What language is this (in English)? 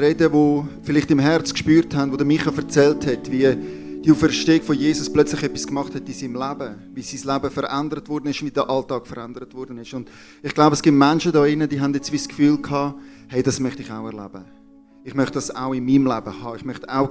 Swiss German